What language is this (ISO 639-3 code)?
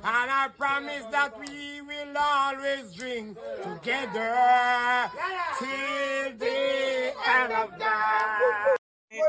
jam